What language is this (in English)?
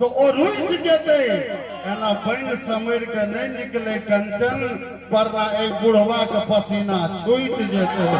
Maithili